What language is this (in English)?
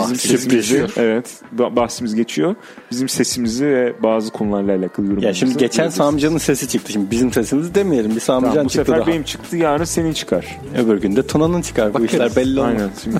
Turkish